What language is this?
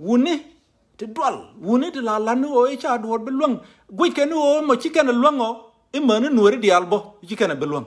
Nuer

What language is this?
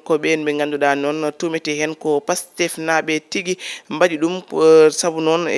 Fula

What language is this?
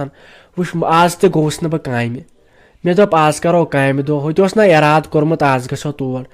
Kashmiri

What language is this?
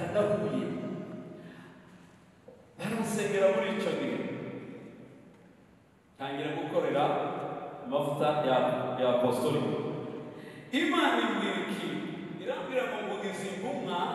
Kinyarwanda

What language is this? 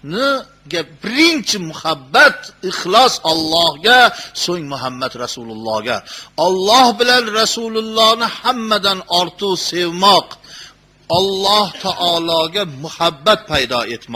Uzbek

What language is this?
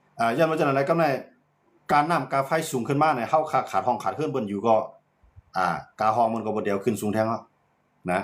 Shan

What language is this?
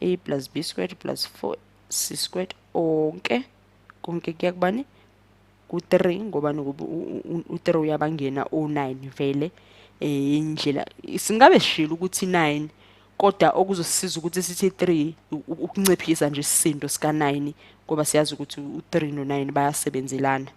Zulu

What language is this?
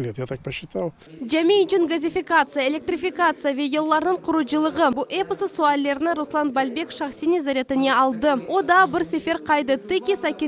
Crimean Tatar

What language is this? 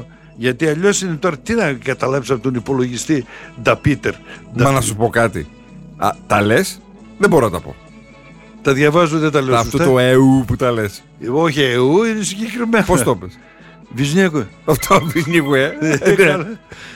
Greek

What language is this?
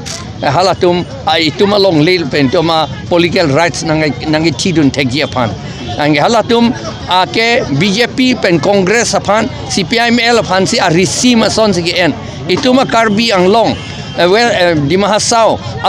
Karbi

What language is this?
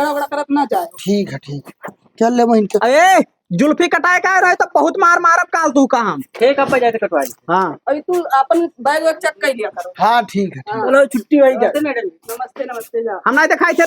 Awadhi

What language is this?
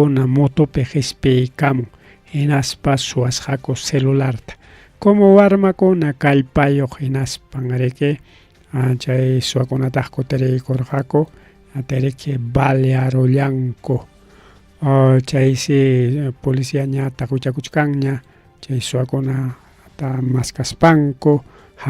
Ayacucho Quechua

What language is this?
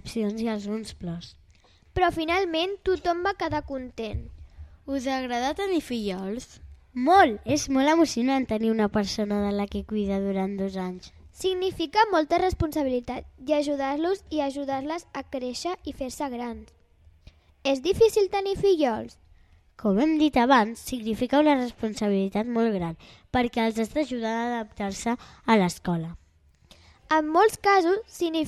Catalan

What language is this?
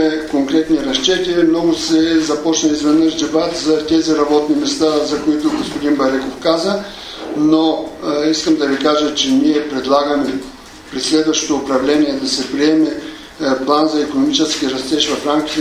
Bulgarian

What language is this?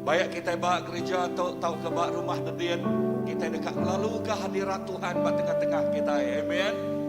Iban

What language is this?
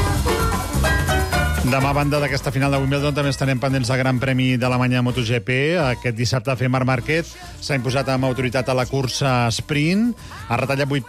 Catalan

